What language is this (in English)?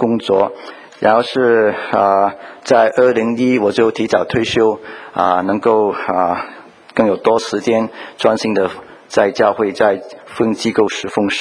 Chinese